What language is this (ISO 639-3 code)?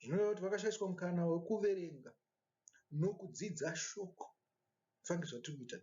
sna